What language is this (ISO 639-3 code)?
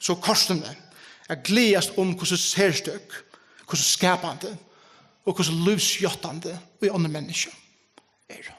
fao